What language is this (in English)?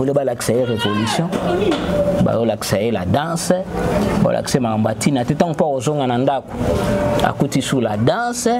Lingala